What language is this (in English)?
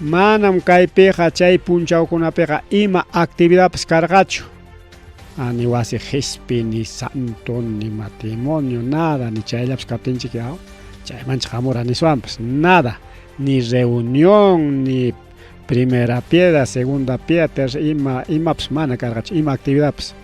Ayacucho Quechua